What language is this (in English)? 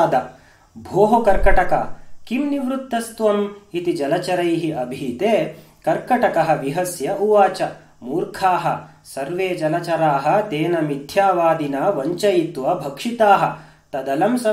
Sanskrit